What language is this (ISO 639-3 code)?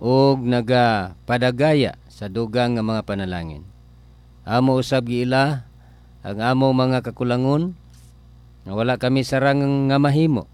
ceb